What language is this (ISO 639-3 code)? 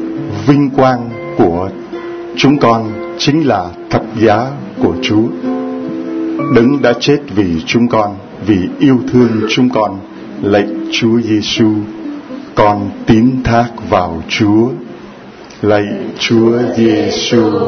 vie